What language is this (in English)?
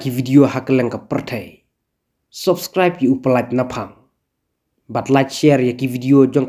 Khasi